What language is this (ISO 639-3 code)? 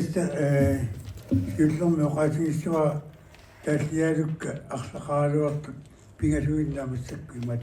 kal